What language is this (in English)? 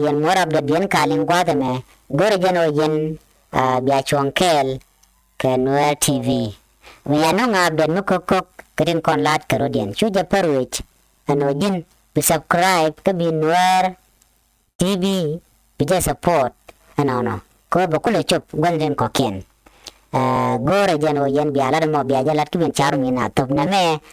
Nuer